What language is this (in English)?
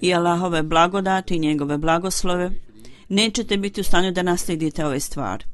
Bosnian